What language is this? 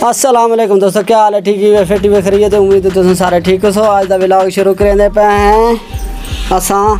Saraiki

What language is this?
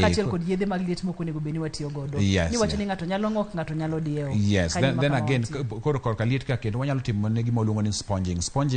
Luo (Kenya and Tanzania)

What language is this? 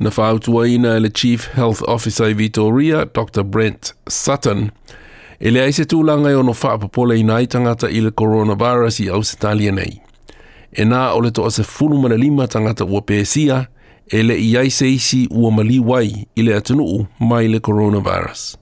Samoan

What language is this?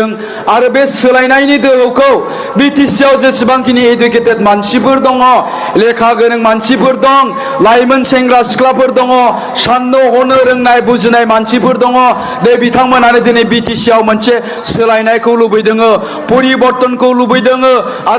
Bodo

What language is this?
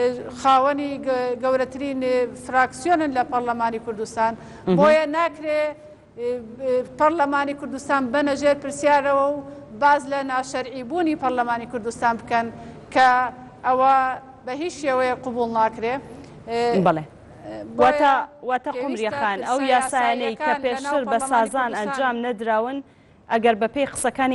Central Kurdish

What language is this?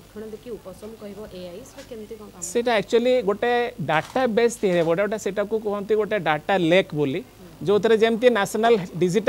Odia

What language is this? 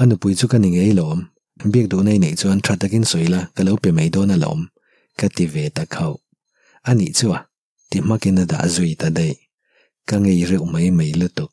Mizo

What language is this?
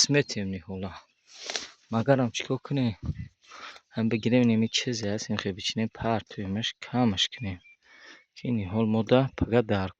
Tajik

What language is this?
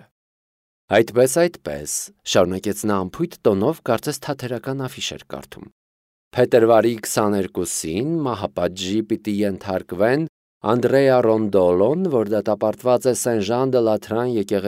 Armenian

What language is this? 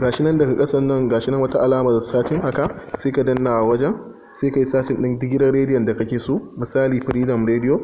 Hausa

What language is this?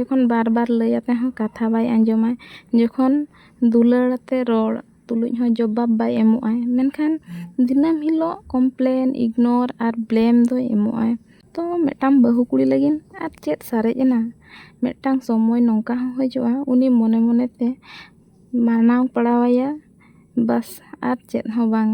Santali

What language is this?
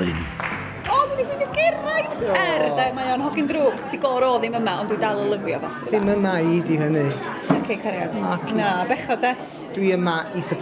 Welsh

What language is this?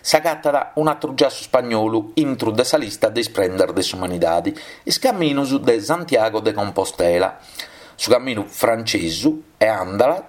Sardinian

